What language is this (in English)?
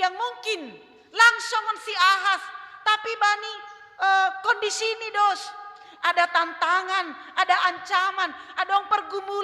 Batak Simalungun